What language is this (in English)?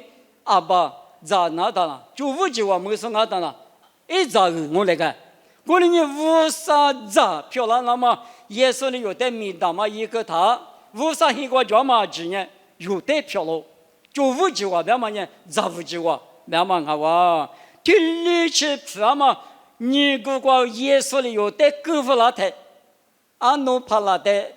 Lisu